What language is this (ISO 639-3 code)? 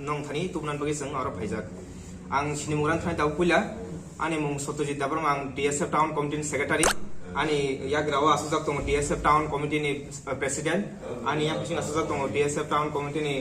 trp